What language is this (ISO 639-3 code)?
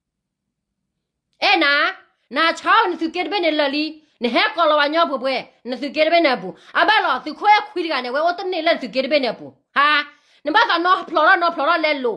ksw